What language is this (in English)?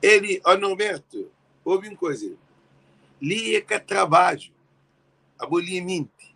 Kabuverdianu